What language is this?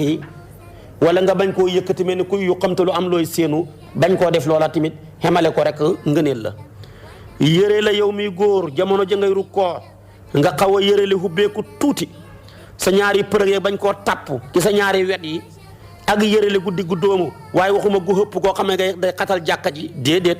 Wolof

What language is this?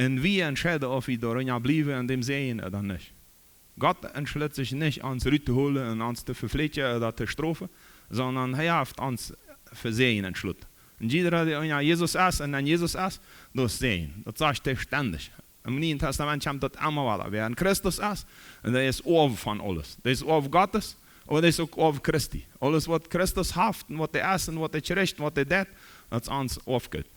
Plautdietsch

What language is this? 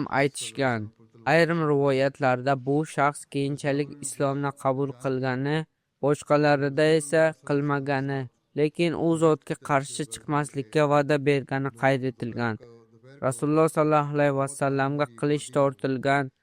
Uzbek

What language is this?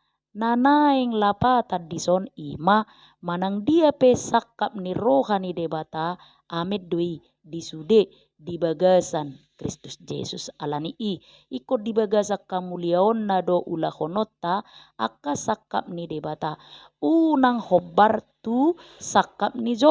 Batak Toba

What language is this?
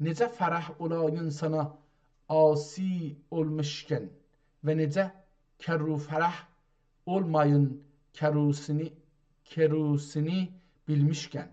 South Azerbaijani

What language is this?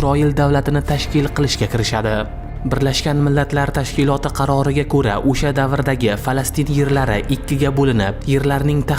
Uzbek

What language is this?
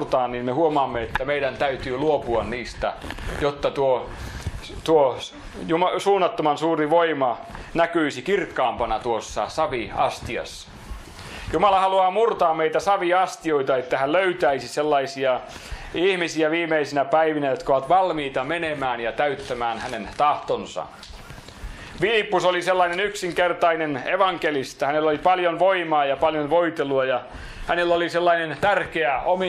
Finnish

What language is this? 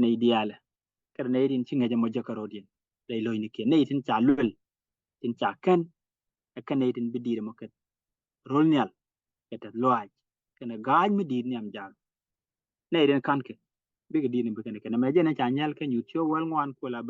Nuer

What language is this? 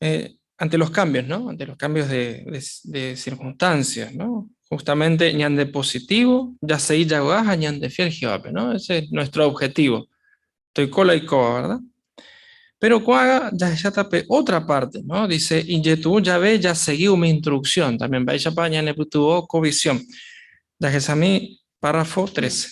Guarani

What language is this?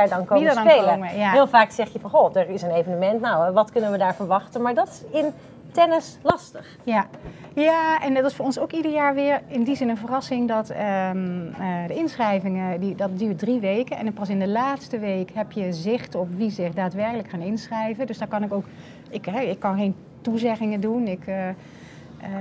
Dutch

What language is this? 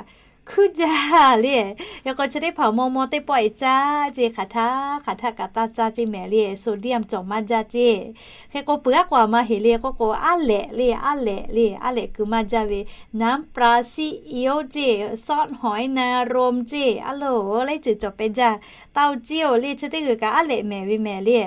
Lahu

